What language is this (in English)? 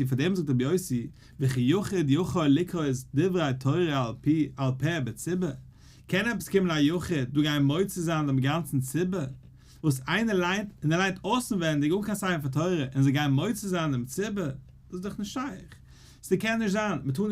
Yiddish